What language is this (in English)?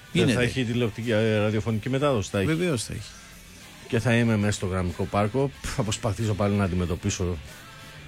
Greek